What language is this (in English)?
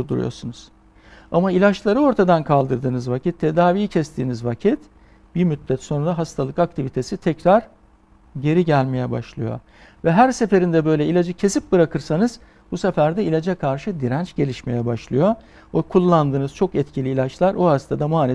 Turkish